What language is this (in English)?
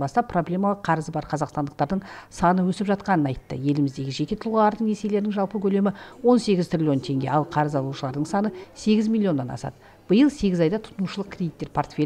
Kazakh